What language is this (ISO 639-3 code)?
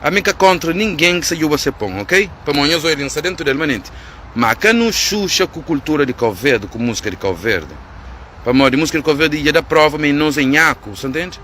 kea